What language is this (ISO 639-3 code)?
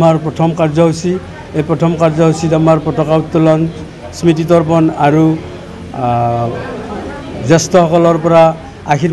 asm